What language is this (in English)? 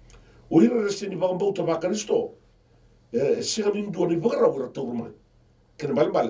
Fijian